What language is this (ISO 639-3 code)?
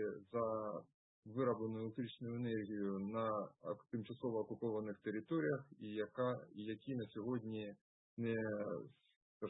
ukr